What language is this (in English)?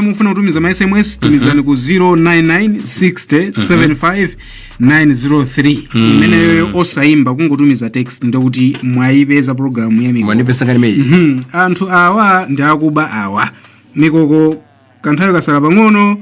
Nyanja